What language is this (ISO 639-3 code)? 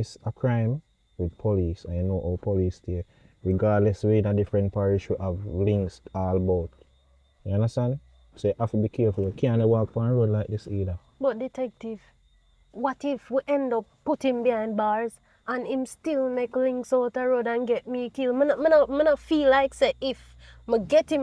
jam